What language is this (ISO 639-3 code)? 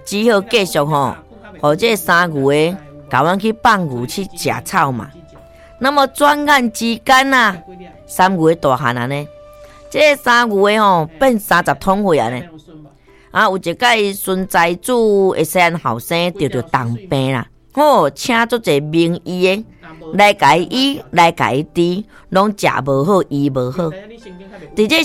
nan